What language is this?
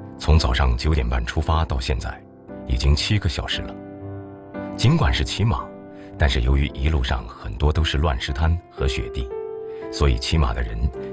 Chinese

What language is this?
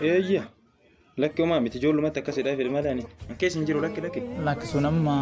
Oromo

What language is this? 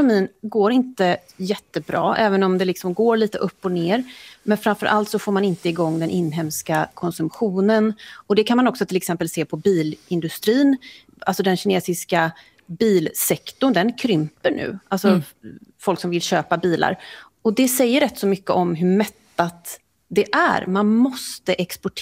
Swedish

